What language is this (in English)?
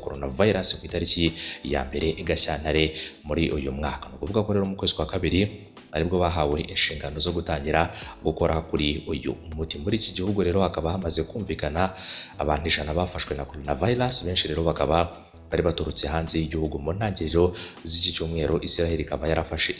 Kinyarwanda